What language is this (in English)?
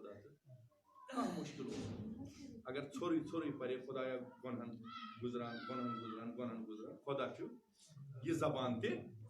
Kashmiri